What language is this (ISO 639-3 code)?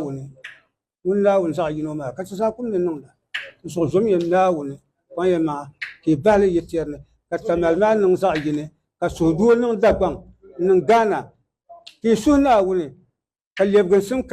dag